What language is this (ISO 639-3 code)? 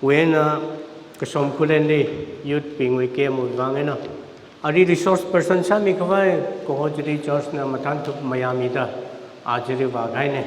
nmf